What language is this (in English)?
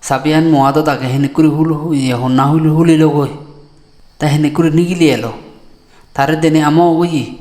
Chakma